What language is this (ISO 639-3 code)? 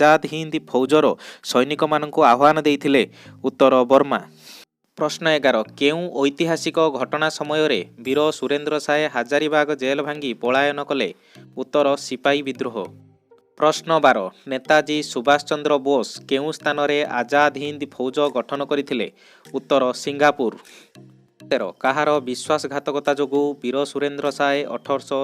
ori